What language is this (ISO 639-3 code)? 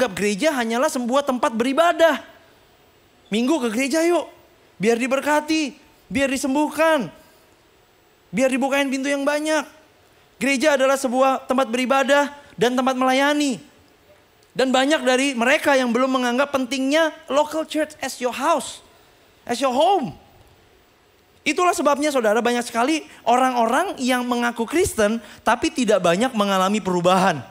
ind